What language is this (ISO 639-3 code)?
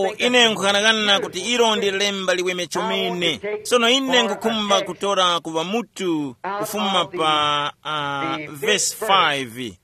tum